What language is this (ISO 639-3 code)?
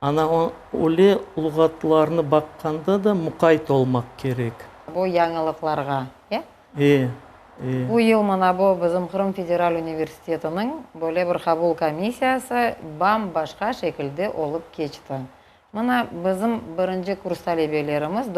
crh